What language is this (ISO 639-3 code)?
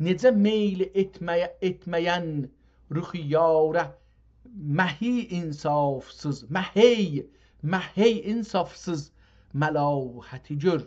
azb